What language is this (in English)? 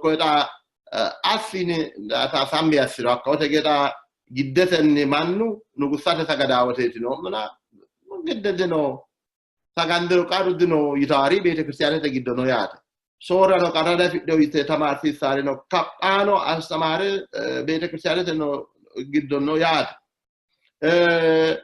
Sidamo